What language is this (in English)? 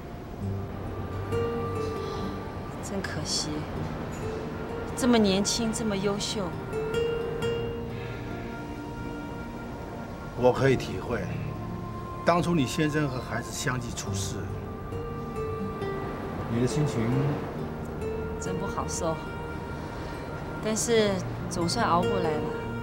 Chinese